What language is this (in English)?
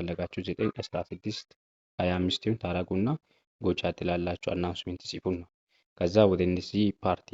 Amharic